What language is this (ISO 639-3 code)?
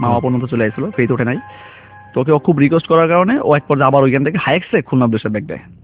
ben